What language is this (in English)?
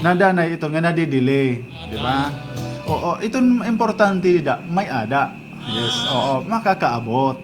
Waray